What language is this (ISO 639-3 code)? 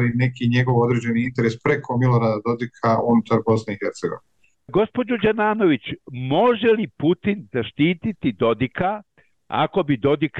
bos